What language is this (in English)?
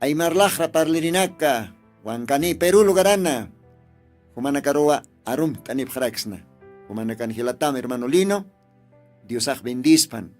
Aymara